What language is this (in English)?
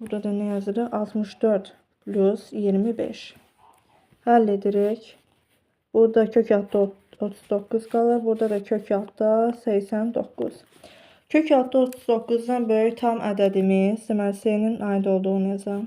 Azerbaijani